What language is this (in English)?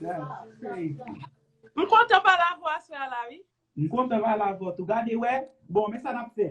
Haitian Creole